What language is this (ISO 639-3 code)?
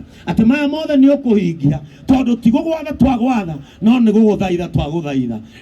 kik